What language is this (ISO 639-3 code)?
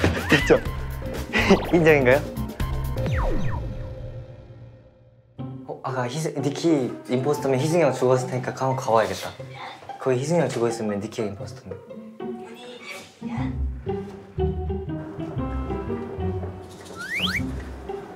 kor